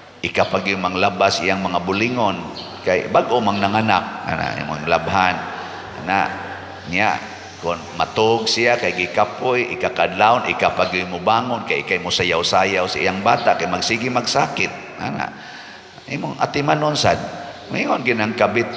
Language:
Cebuano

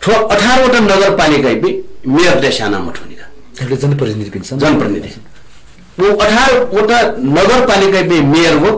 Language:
Newari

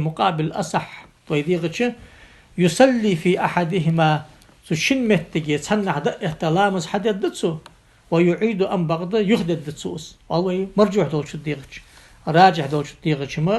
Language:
Ingush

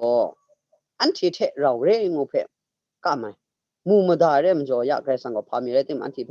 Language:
Kachin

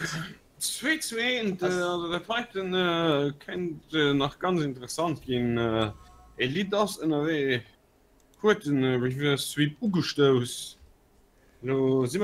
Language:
Luxembourgish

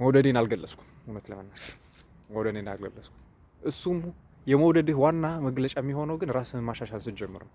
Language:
Amharic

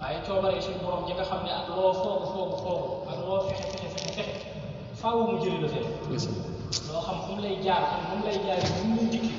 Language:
Wolof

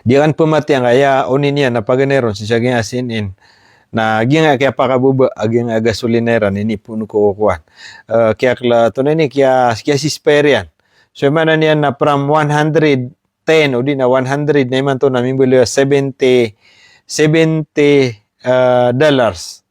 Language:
Maranao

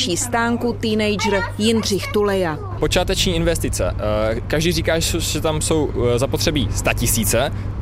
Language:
Czech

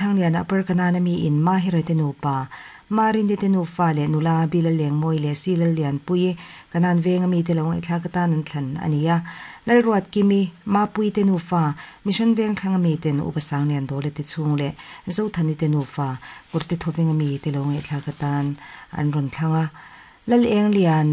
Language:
Mizo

